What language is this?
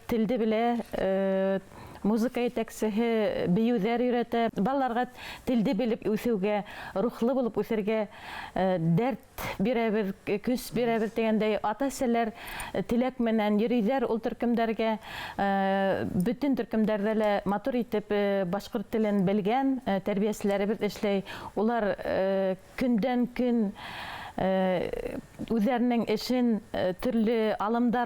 Bashkir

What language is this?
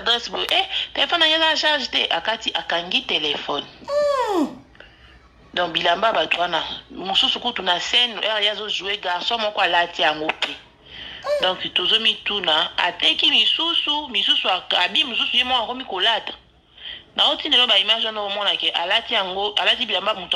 Lingala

